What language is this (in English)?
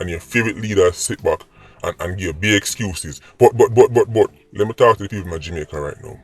Jamaican Creole English